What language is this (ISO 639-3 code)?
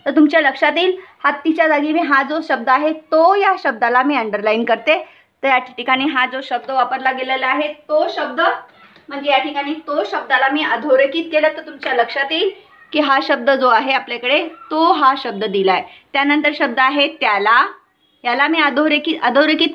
mar